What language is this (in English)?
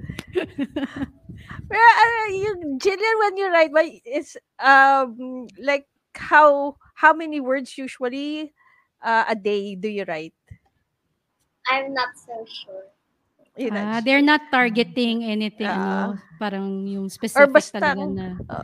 Filipino